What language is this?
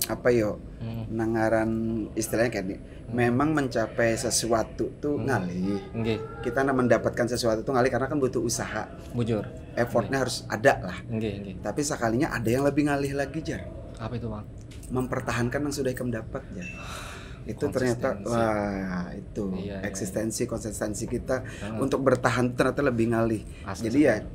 Banjar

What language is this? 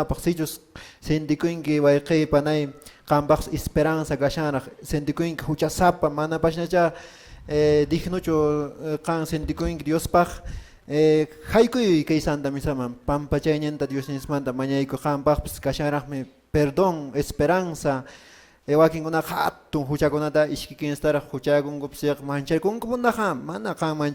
Quechua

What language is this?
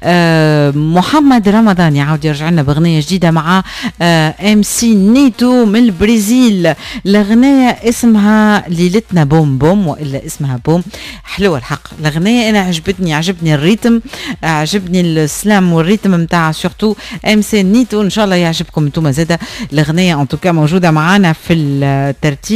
Tunisian Arabic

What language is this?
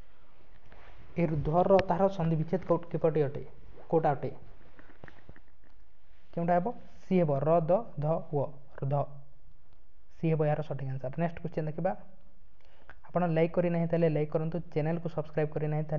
Odia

